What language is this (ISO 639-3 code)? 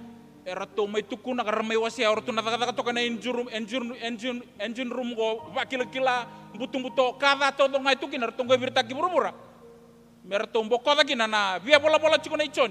fij